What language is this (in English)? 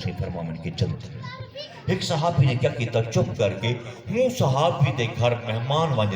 Saraiki